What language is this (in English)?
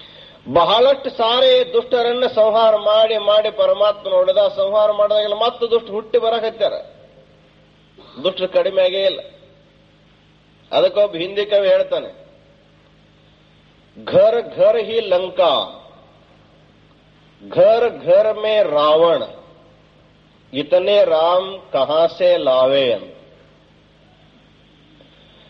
Kannada